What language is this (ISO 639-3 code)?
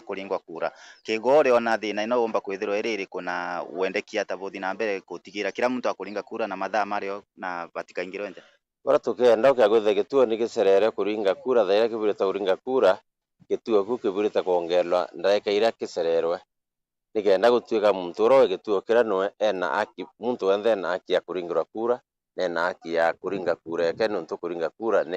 mer